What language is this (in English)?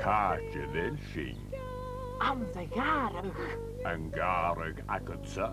Scottish Gaelic